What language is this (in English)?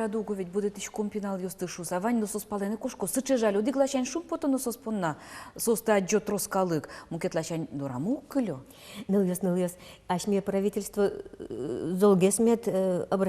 Udmurt